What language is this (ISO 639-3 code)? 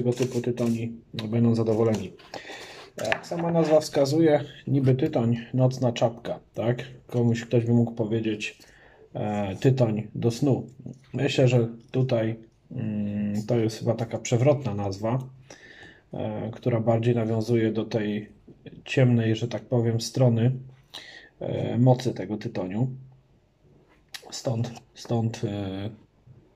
pol